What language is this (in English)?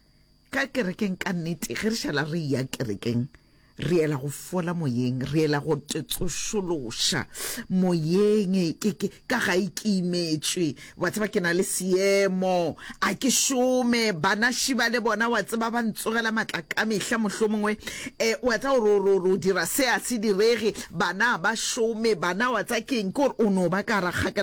Northern Sotho